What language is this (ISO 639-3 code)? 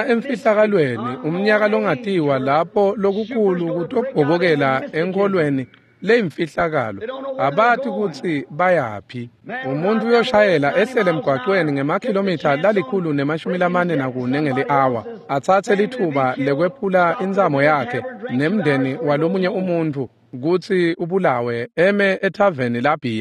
ssw